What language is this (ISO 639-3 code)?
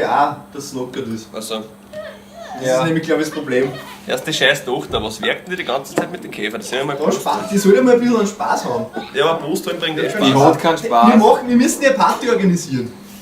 bar